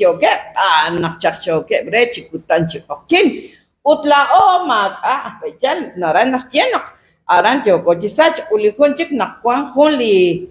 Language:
Kekchí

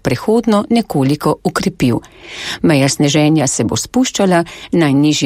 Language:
Slovenian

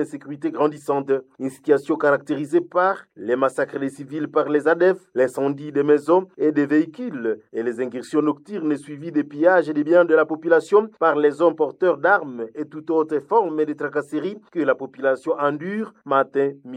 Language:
French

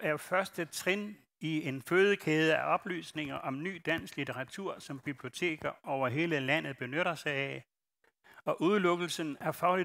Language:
Danish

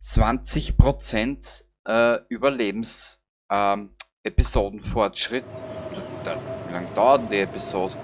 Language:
Bavarian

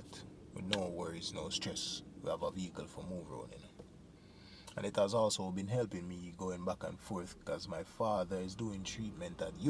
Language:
Jamaican Creole English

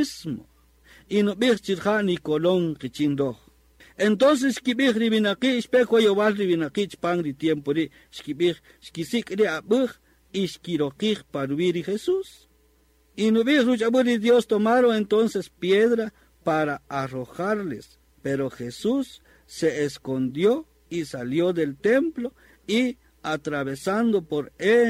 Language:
Kaqchikel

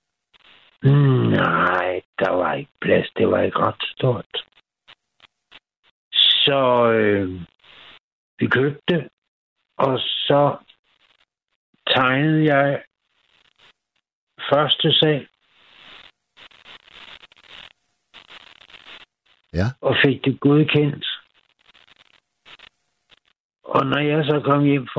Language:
Danish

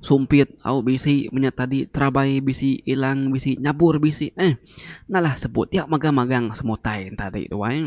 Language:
Iban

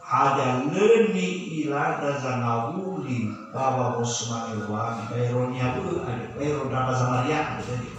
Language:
Nias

